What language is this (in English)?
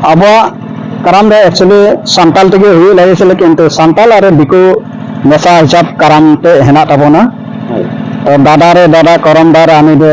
Santali